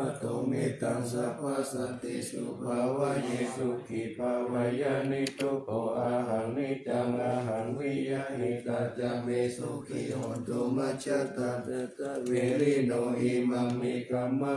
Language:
Pali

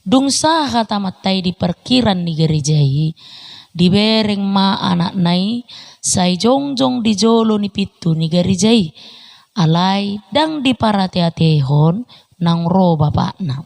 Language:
Batak Toba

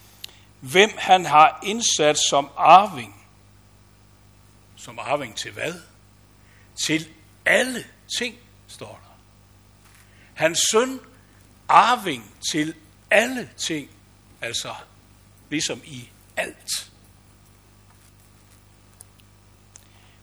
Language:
Danish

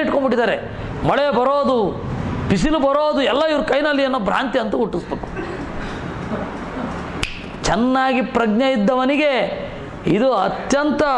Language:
Kannada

